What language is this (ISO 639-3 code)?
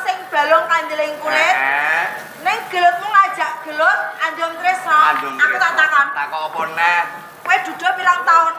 jav